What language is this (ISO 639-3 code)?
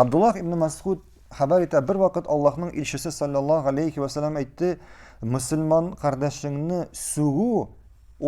tat